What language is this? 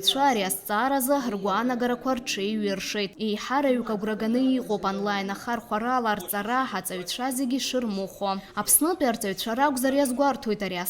Abkhazian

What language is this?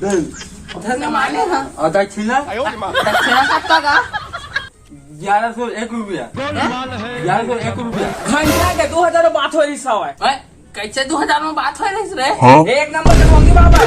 Chhattisgarhi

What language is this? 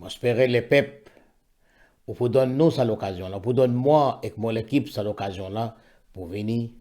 Morisyen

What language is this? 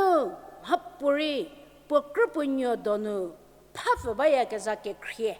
Angami Naga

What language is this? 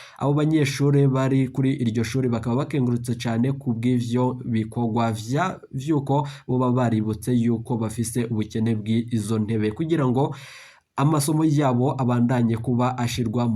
Rundi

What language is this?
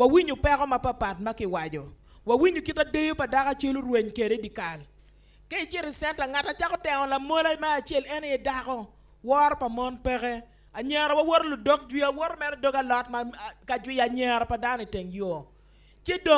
Acoli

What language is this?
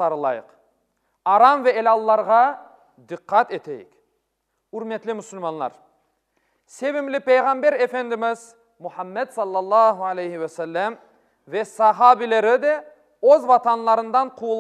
Crimean Tatar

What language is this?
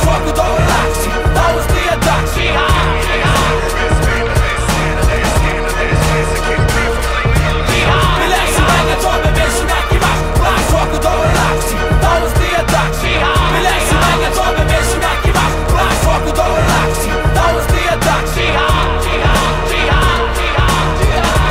Icelandic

